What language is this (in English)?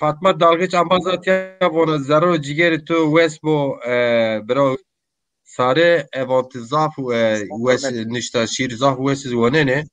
Zaza